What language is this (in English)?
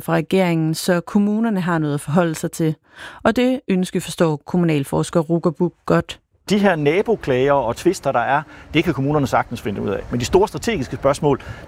Danish